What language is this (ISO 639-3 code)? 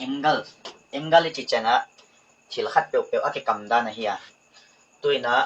pck